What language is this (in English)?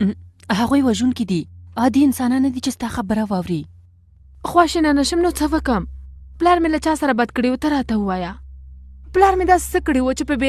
Pashto